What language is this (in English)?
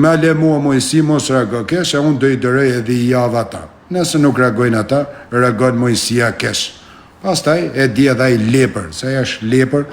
Albanian